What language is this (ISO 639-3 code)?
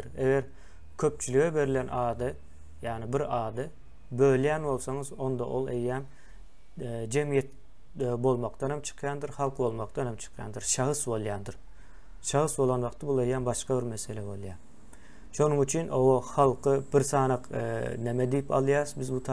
tuk